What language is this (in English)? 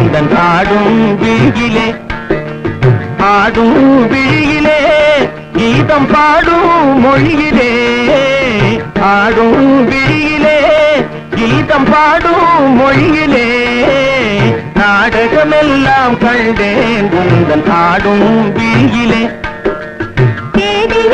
Tamil